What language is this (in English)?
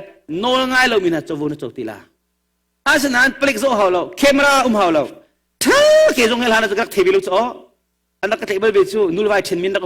Hakha Chin